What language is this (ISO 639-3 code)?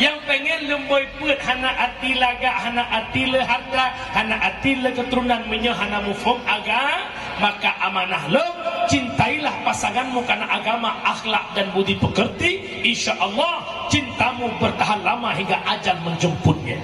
ace